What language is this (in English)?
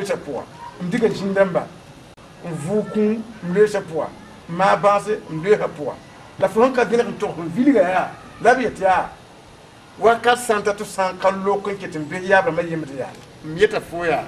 Mossi